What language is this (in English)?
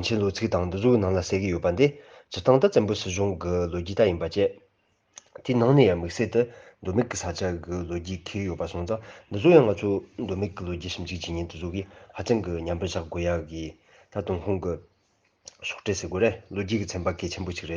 Tibetan